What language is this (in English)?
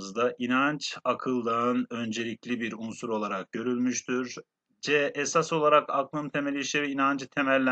Turkish